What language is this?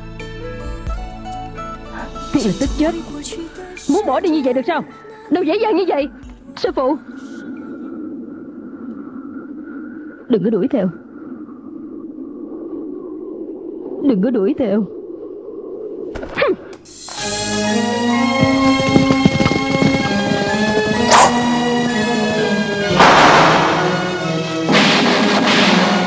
Vietnamese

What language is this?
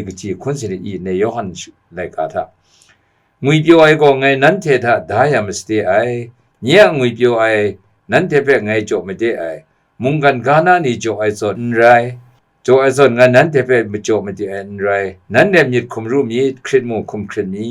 Kachin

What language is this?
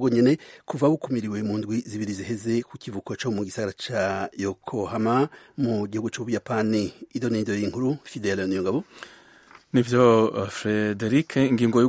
Rundi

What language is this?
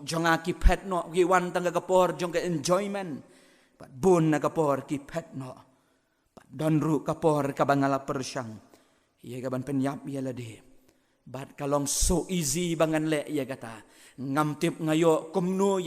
Khasi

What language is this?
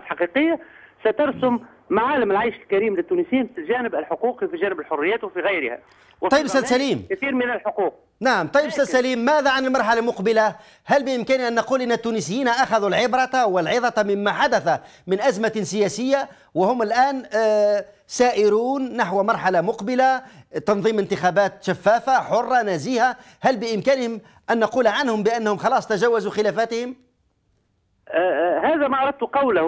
Arabic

